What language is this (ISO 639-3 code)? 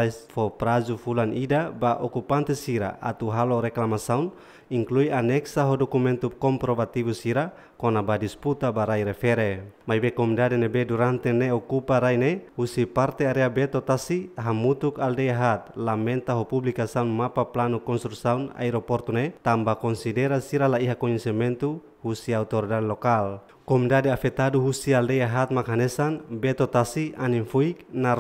tet